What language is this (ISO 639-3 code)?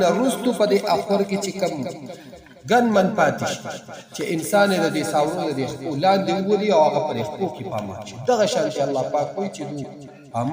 pus